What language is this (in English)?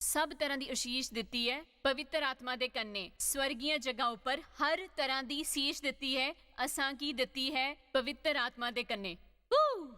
Dogri